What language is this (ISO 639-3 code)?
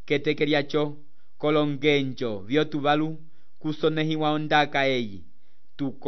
umb